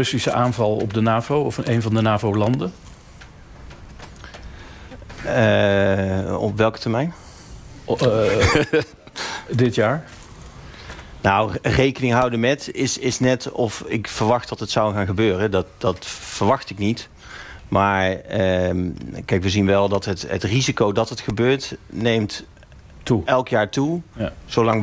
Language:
Dutch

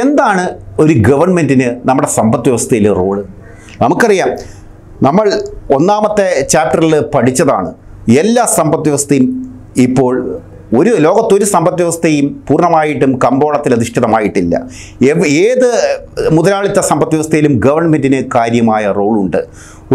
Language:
Malayalam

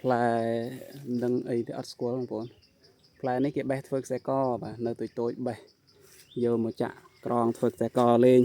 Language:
Khmer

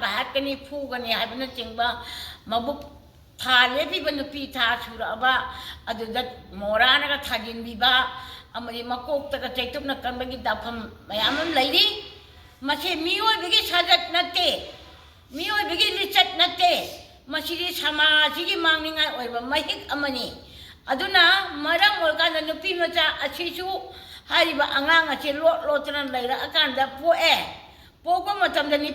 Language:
Manipuri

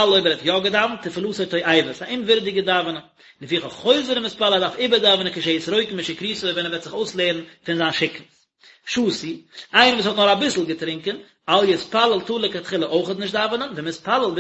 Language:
Yiddish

